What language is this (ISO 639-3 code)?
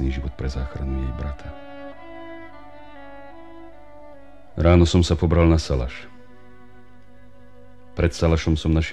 slk